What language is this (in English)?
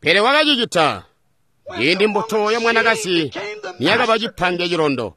Tonga (Zambia)